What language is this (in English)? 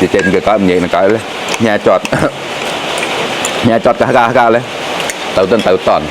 Mon